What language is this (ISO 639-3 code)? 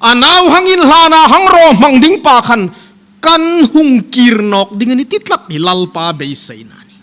hmr